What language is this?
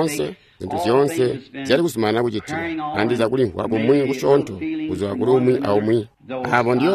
Tonga (Zambia)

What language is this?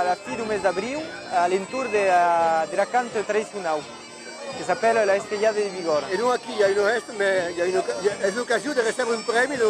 Occitan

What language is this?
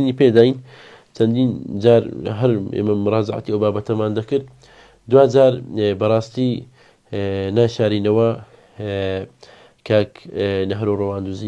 Central Kurdish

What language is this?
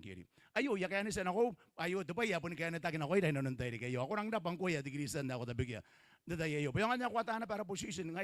Gilbertese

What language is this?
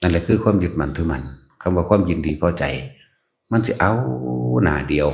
Northeastern Thai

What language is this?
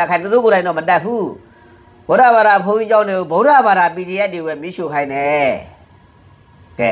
Burmese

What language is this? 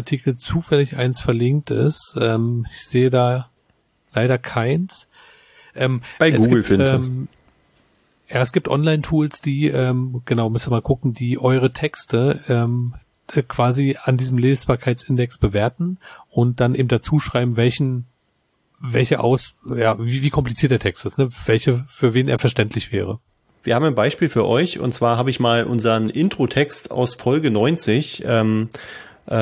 German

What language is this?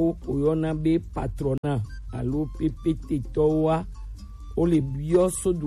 Gen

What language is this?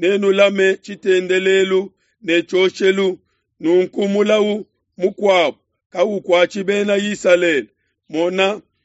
Luba-Lulua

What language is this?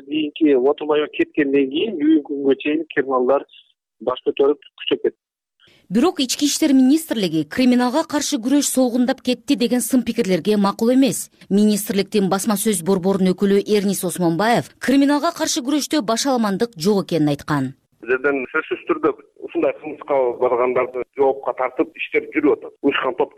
Kyrgyz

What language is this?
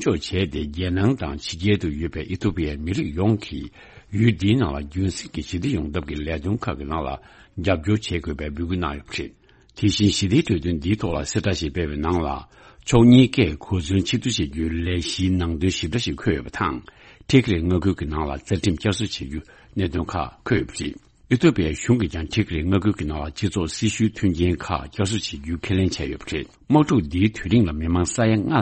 Tibetan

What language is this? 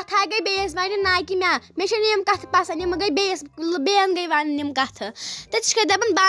Kashmiri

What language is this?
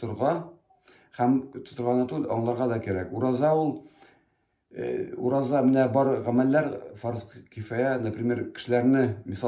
Tatar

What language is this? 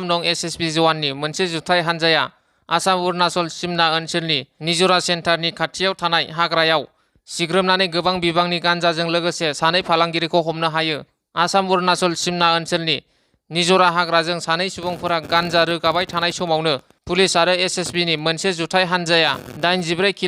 Bodo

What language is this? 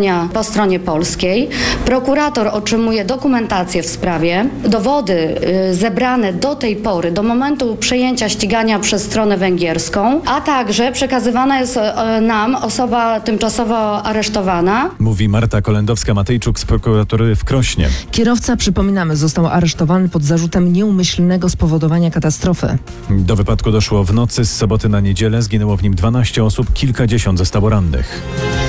Polish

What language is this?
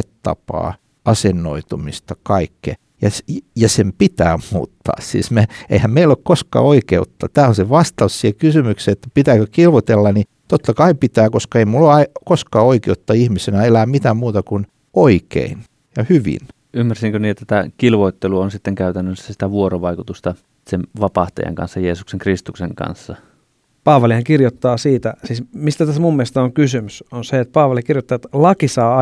Finnish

